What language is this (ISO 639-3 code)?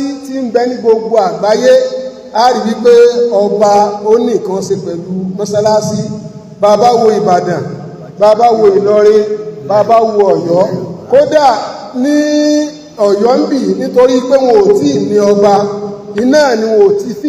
yor